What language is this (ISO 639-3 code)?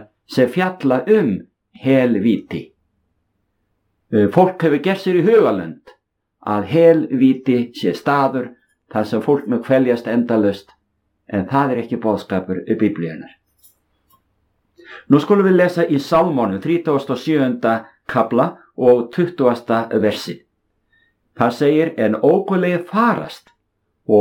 isl